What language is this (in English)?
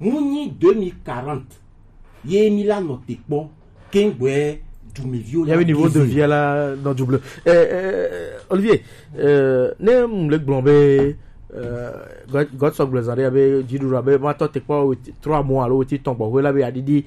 Gen